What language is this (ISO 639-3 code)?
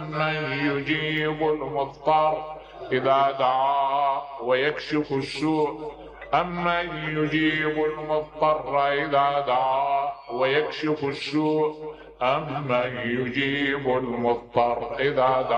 acm